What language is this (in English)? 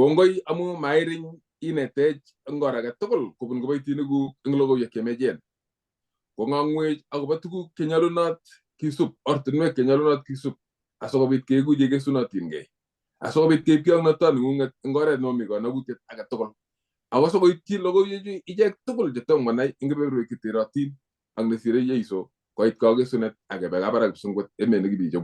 Kalenjin